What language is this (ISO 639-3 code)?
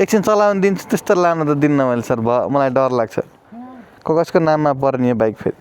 nep